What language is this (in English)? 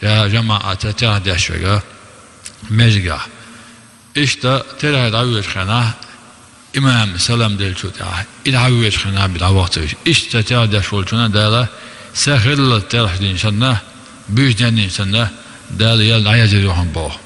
Chechen